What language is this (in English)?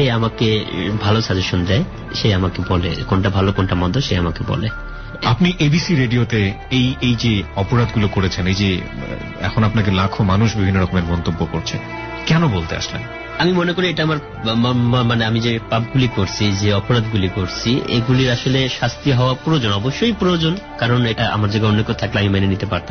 Bangla